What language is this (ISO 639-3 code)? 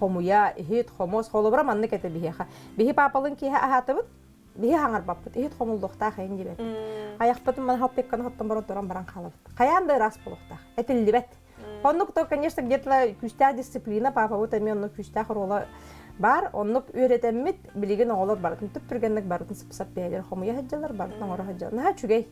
sah